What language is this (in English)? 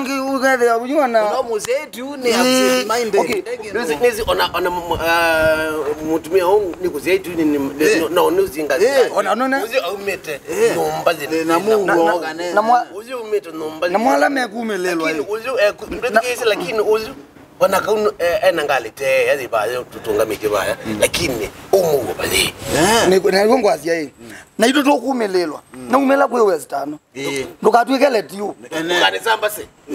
Kamba